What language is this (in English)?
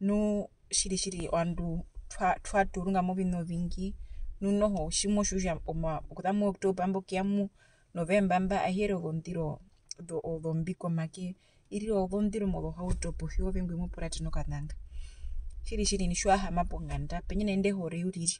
Herero